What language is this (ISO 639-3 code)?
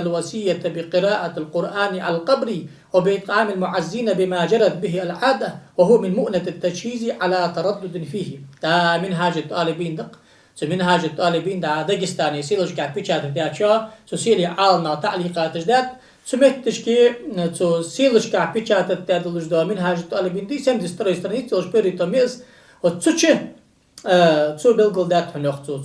inh